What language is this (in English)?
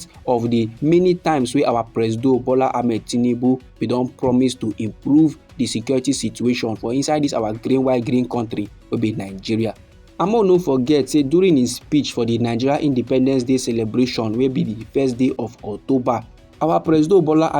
Nigerian Pidgin